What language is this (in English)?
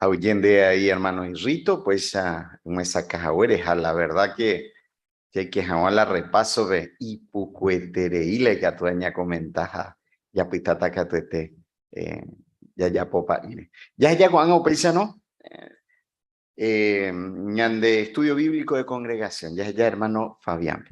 Guarani